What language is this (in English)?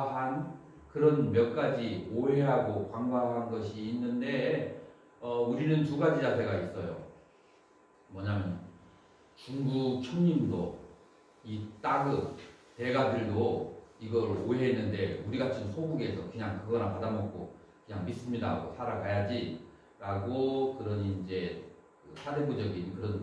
Korean